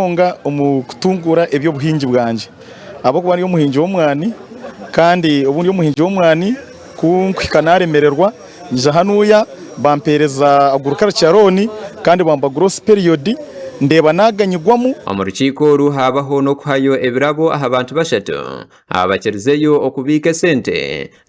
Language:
Nyankole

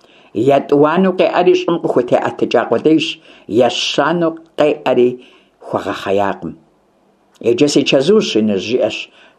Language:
Kabardian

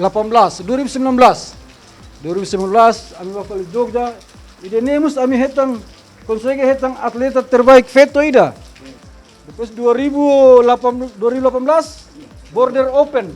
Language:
Tetum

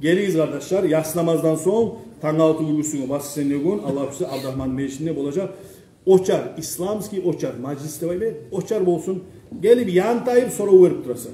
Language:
Kumyk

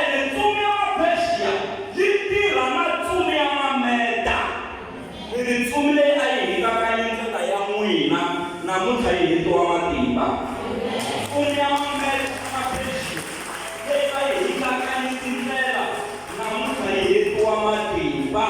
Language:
Tsonga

